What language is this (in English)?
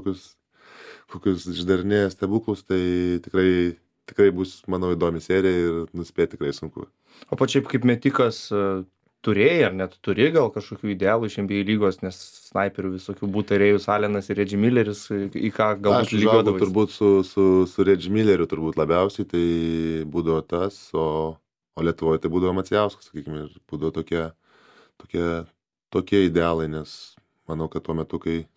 Lithuanian